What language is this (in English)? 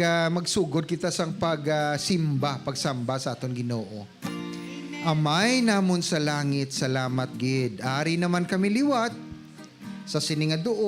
Hiligaynon